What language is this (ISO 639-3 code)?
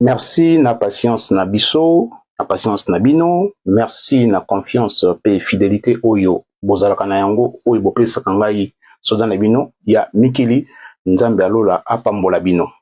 lin